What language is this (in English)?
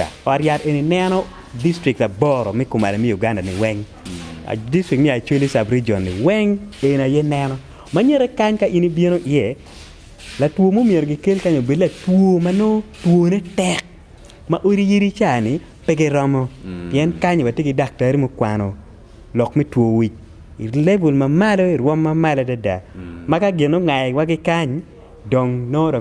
Acoli